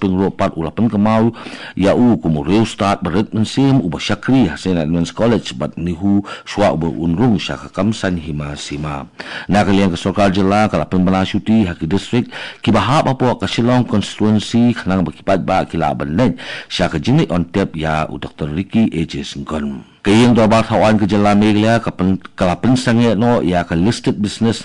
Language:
Khasi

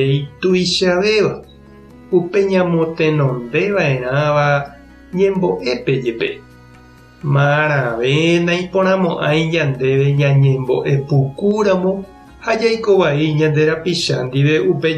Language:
Guarani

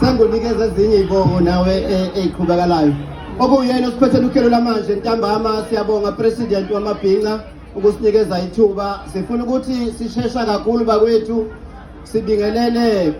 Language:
Zulu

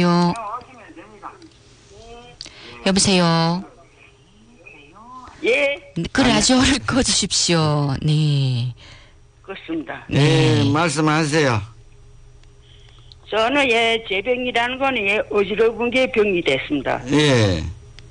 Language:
Korean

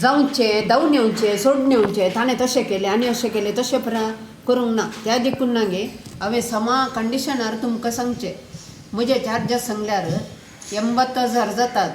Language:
Konkani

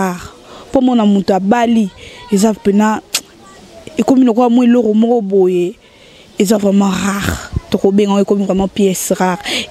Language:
Lingala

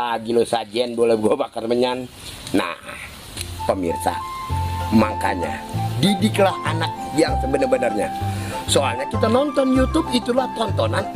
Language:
Betawi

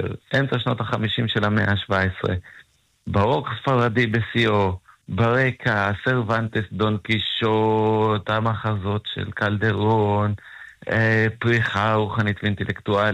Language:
Hebrew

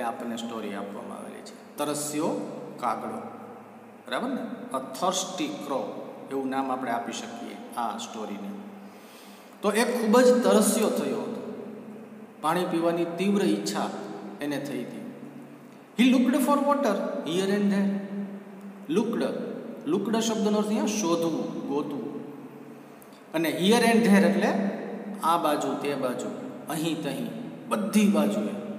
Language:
Gujarati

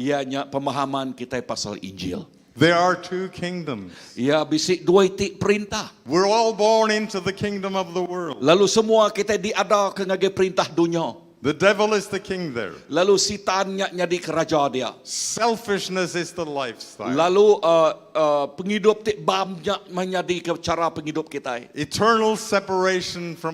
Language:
Iban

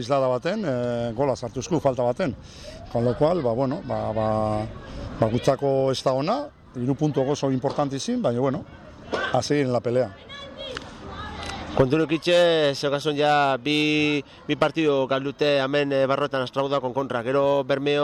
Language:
Basque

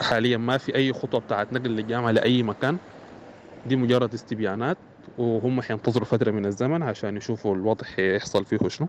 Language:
Sudanese Arabic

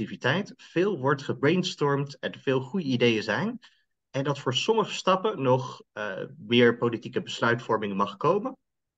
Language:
Dutch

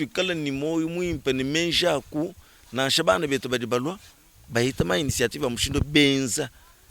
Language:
Luba-Lulua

